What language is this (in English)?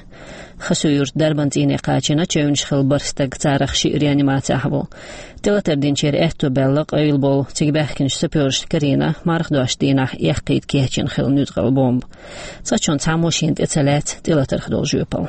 Chechen